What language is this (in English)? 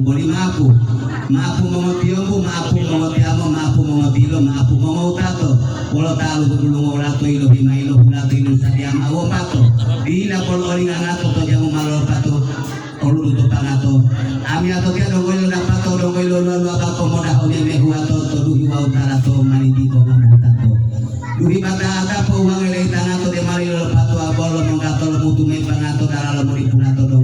Gorontalo